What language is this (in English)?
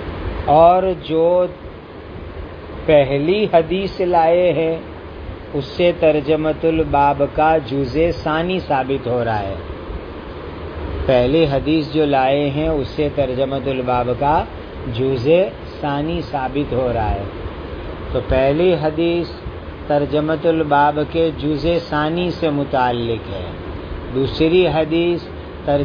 Urdu